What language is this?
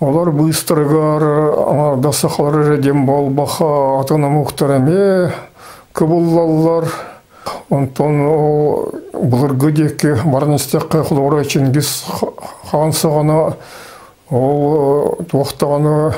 Yakut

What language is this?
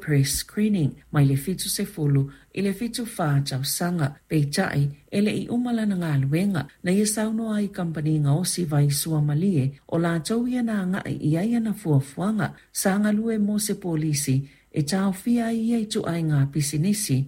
Samoan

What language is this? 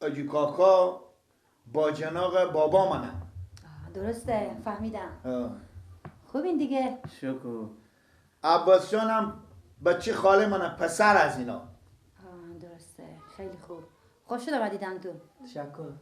Persian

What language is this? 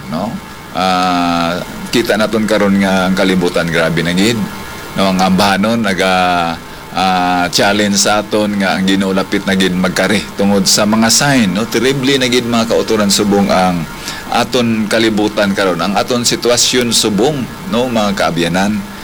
Hiligaynon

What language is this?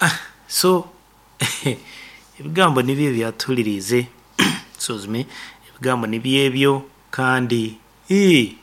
Nyoro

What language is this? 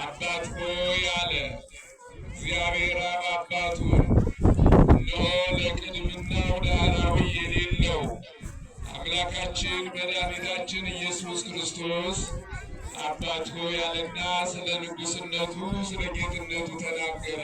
Amharic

